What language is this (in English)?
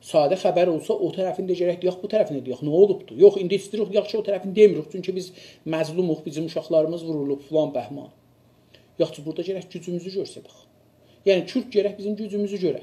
South Azerbaijani